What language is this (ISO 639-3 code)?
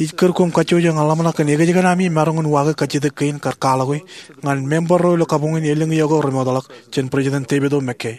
mah